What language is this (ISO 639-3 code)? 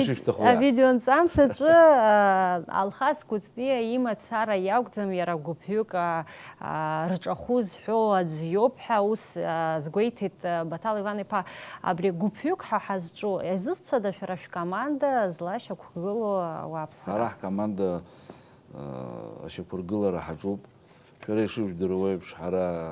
abk